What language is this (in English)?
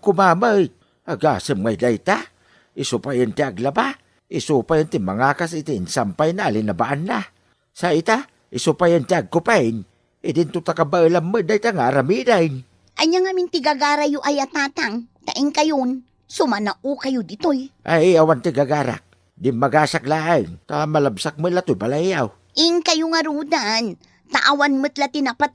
Iloko